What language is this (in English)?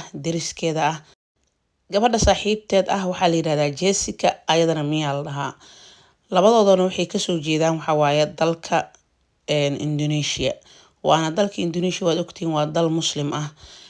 Somali